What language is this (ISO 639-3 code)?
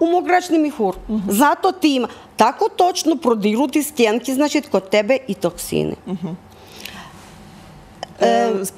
hrv